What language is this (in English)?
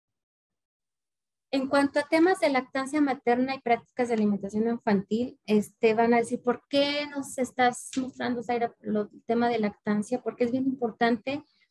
Spanish